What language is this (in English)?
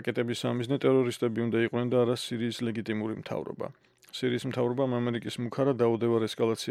Georgian